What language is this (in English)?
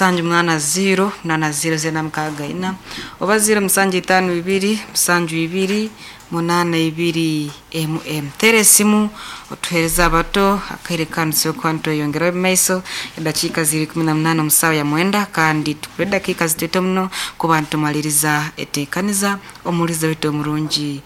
Nyankole